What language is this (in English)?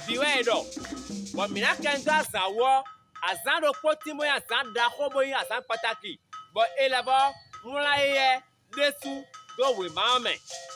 Fon